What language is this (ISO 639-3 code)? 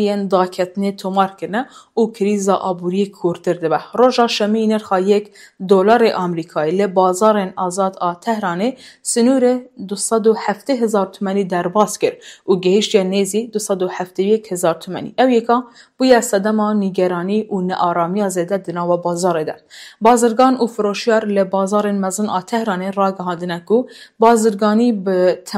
kur